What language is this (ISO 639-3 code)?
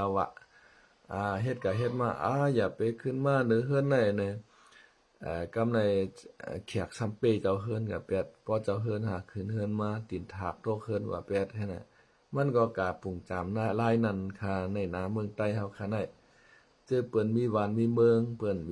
shn